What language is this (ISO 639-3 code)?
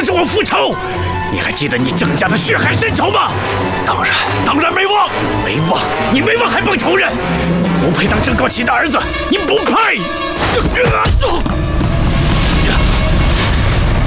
zho